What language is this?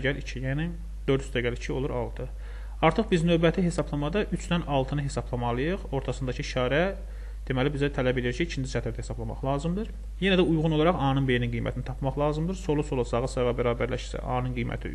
Azerbaijani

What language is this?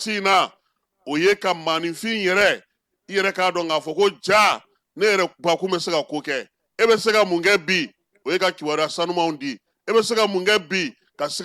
Bambara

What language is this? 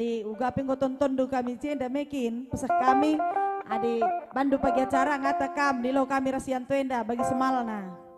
Batak Karo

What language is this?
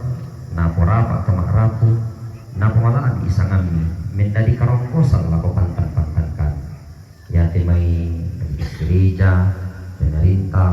Toraja-Sa'dan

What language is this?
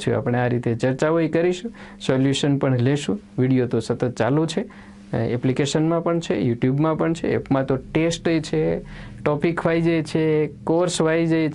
Gujarati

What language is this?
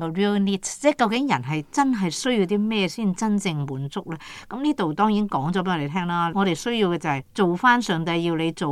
Cantonese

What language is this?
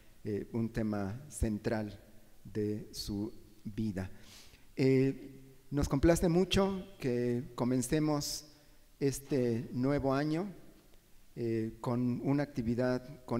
Spanish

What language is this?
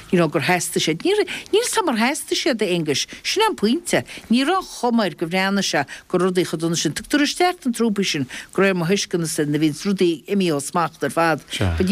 Irish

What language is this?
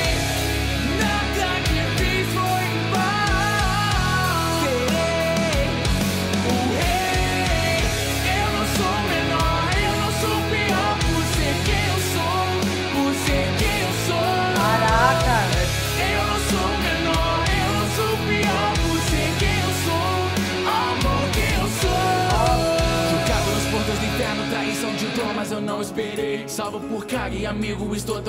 Portuguese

